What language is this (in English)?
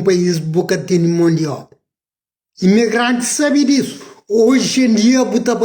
Kabuverdianu